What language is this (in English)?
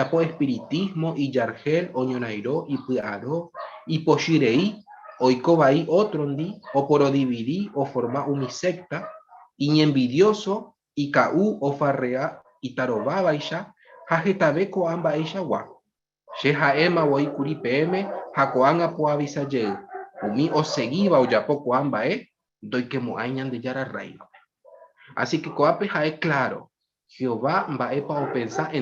Guarani